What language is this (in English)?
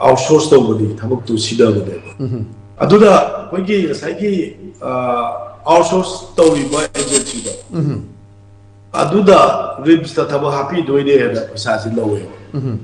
Manipuri